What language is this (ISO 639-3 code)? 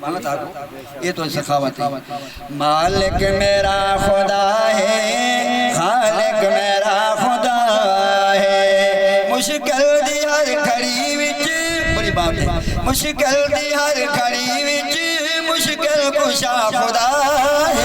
skr